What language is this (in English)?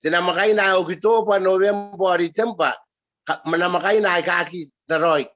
Gilbertese